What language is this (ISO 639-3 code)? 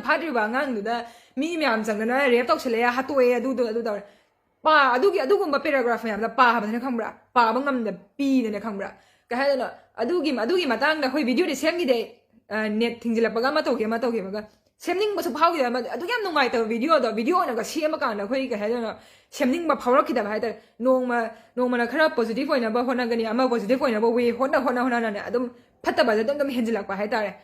mni